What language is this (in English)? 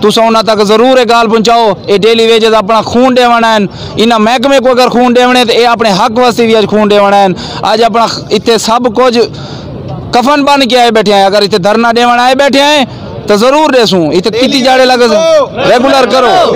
Saraiki